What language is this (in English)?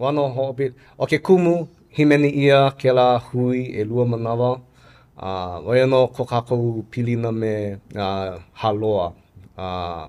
Hawaiian